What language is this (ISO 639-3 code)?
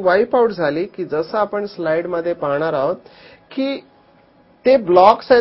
mar